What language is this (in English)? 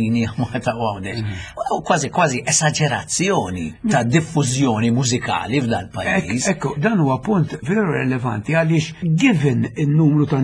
Maltese